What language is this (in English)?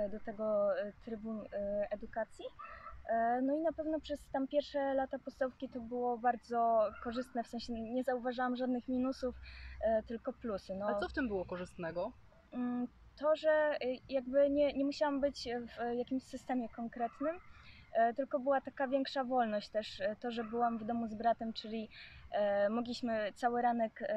Polish